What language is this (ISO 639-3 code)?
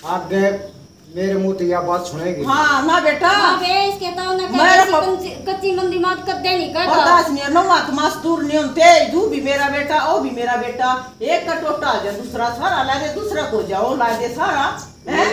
bgc